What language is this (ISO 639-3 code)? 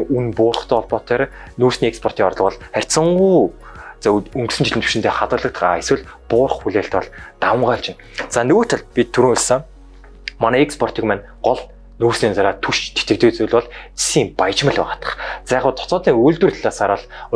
mon